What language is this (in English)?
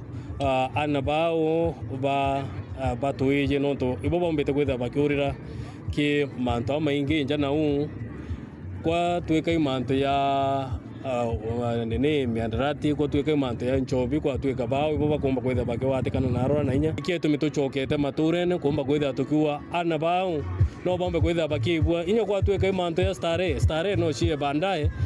Meru